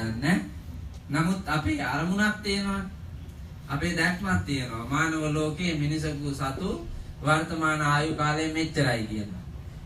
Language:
Sinhala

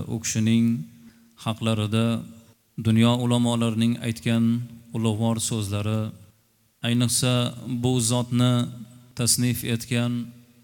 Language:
Uzbek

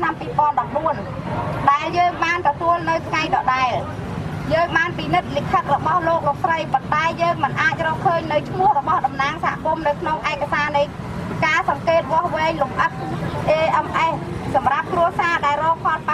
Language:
Khmer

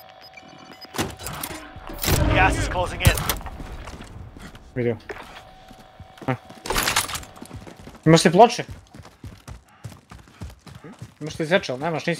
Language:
Croatian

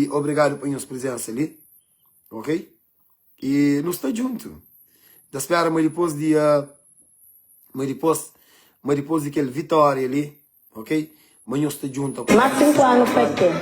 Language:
Kabuverdianu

